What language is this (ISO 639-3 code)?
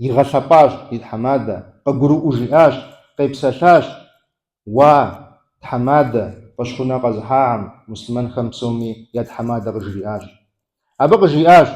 kbd